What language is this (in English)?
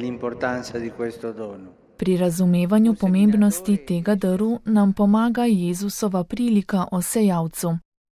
Slovenian